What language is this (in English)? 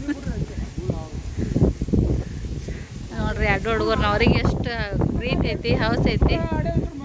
Kannada